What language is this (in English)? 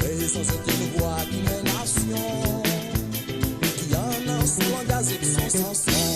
Morisyen